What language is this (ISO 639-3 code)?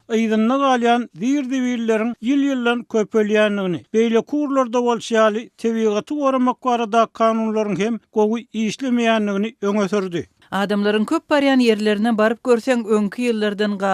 tuk